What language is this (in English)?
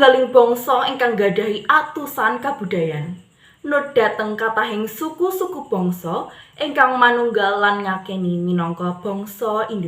Javanese